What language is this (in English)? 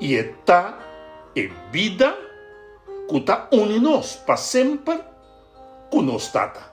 Papiamento